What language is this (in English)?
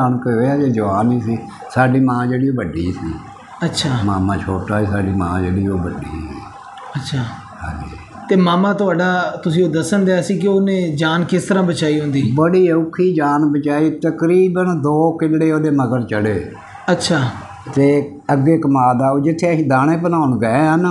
Punjabi